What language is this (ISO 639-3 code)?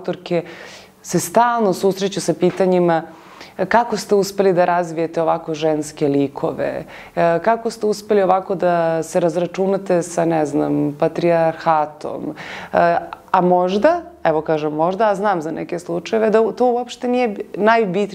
srp